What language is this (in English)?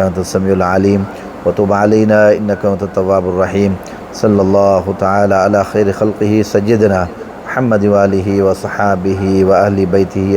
Sindhi